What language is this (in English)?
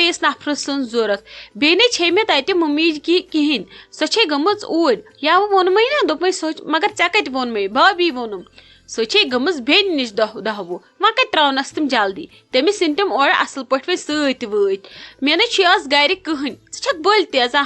Kashmiri